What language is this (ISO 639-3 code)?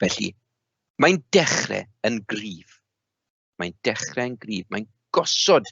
cym